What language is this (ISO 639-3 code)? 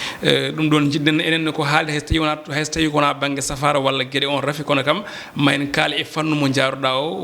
ful